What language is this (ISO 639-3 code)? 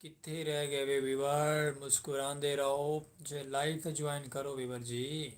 skr